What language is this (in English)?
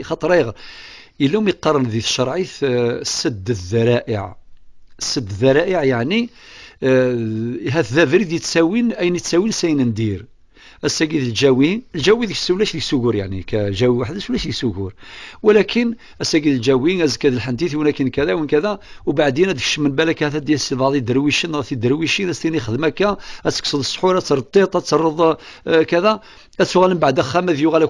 Kabyle